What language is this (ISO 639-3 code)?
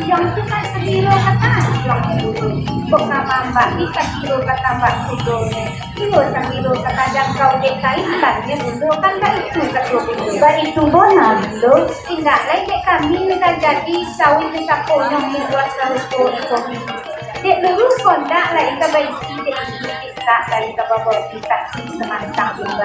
min